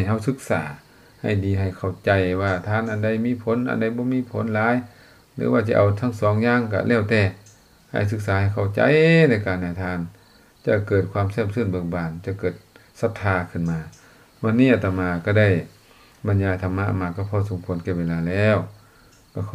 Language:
Lao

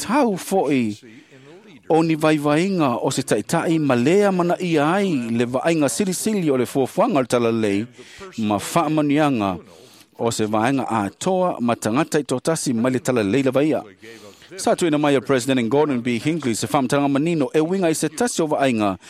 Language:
Samoan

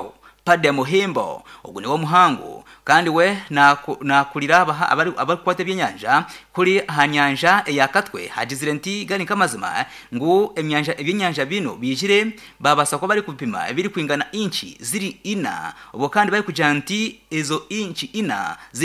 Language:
Nyankole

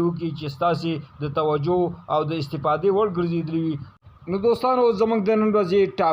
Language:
Pashto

